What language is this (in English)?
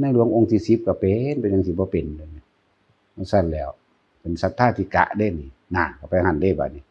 Northeastern Thai